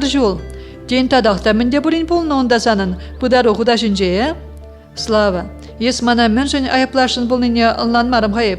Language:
Chuvash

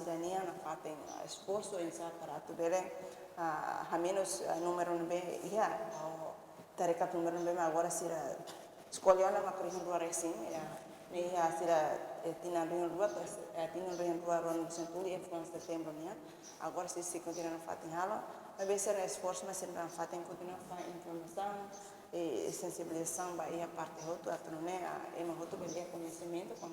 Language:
Tetum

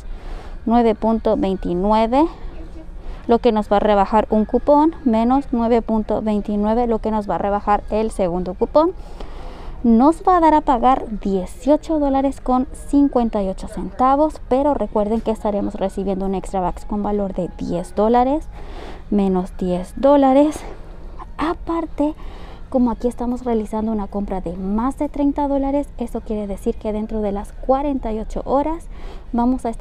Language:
Spanish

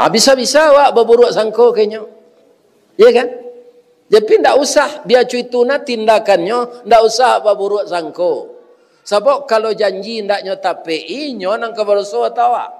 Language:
Minangkabau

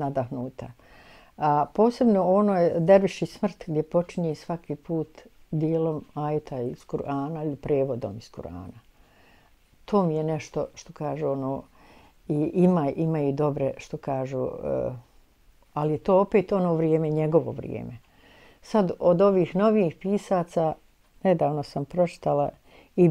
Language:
Bosnian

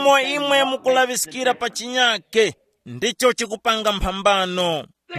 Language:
Tumbuka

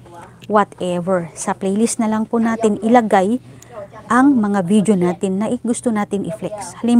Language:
Filipino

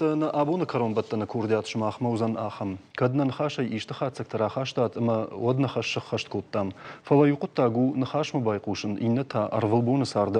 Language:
Ossetic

